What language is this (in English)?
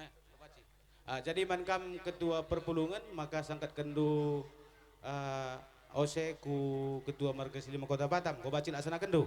Batak Karo